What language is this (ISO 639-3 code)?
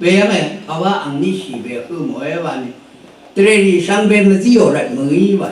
raw